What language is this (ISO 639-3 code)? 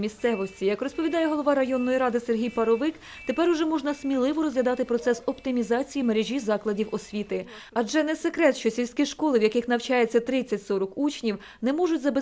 ukr